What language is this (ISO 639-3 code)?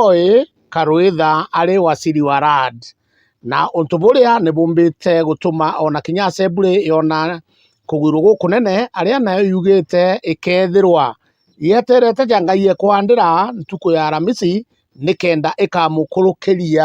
mer